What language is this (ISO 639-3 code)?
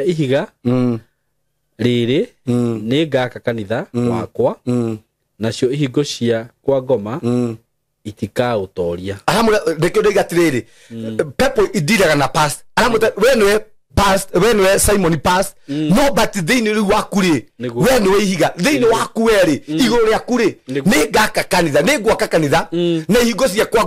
kik